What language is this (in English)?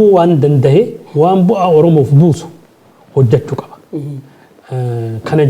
Oromo